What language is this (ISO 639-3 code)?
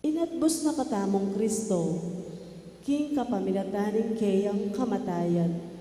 pam